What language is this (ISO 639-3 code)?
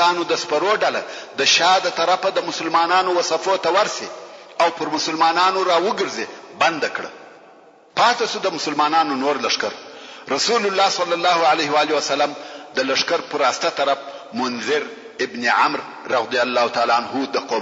pus